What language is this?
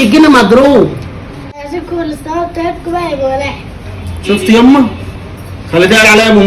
Egyptian Arabic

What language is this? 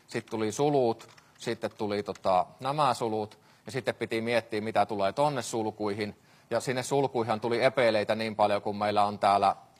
Finnish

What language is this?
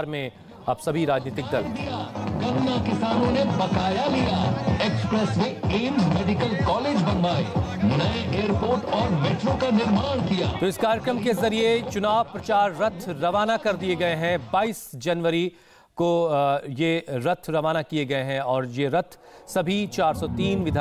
Hindi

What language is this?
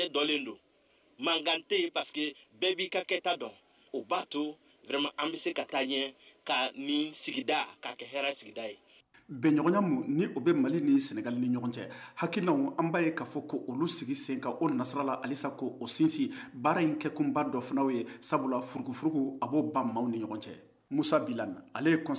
Bambara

